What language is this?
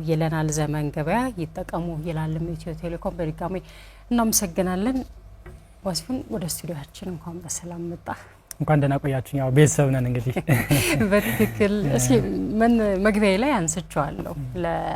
Amharic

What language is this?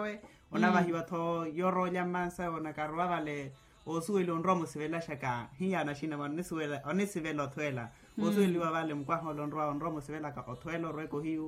Makhuwa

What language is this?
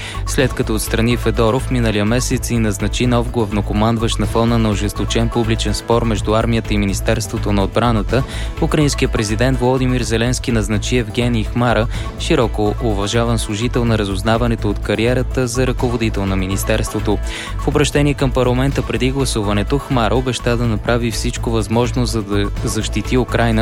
Bulgarian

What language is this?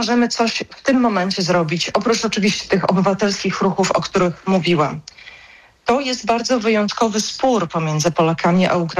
Polish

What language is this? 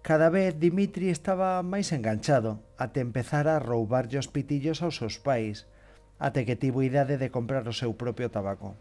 Galician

